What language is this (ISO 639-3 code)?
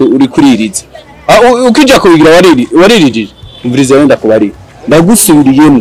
run